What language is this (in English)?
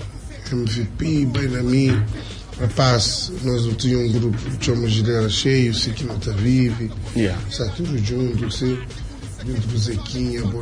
Kabuverdianu